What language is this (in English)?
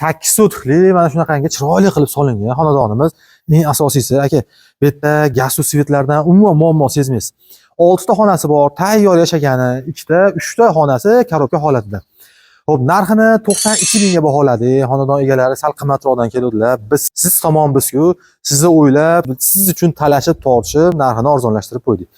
Uzbek